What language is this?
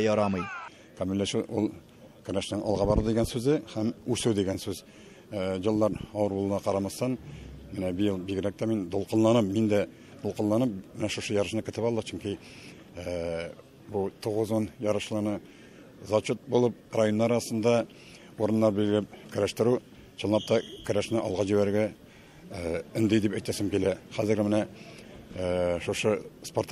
Tatar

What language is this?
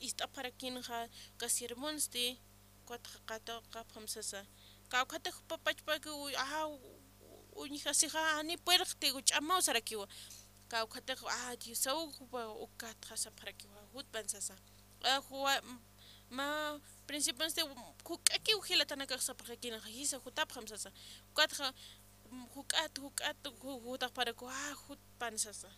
Aymara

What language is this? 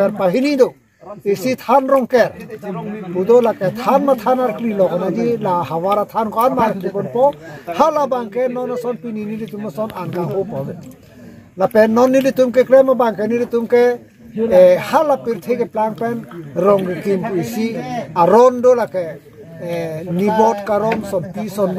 Karbi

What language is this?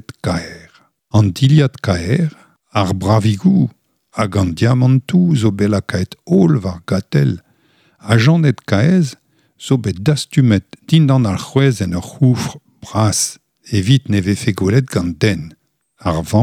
Breton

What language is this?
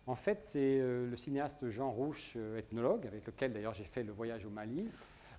French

